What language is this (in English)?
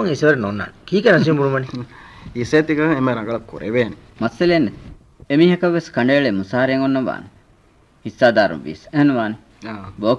Divehi